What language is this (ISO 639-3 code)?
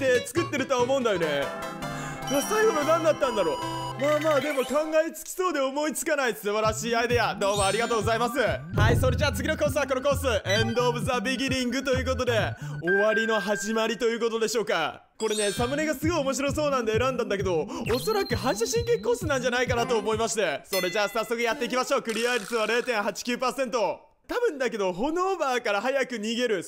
jpn